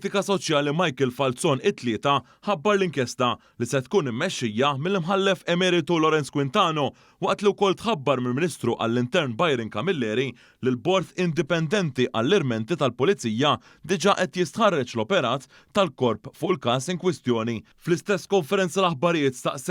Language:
Maltese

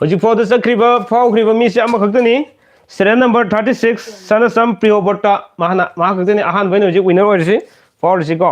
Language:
Manipuri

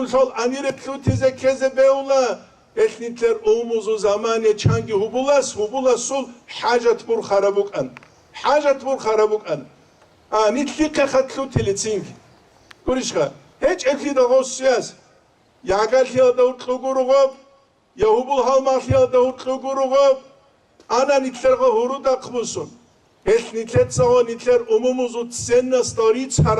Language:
Avaric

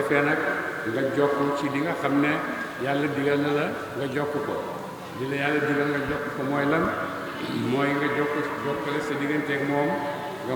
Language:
Wolof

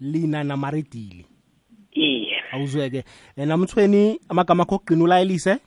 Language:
South Ndebele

